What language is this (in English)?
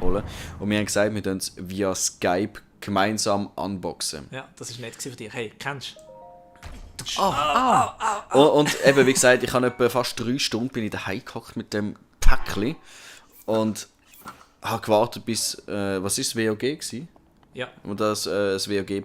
Swiss German